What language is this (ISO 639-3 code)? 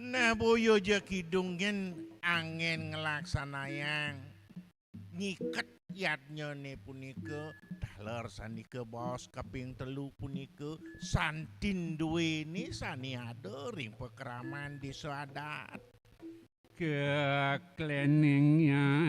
ban